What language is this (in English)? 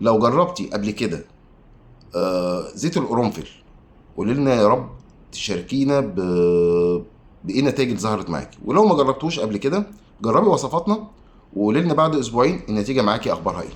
Egyptian Arabic